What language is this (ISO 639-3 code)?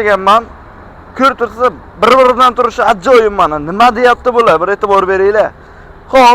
uzb